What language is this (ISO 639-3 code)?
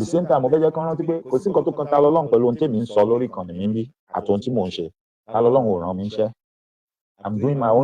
yor